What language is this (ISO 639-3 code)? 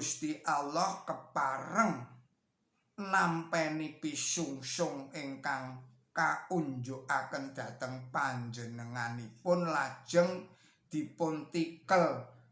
jav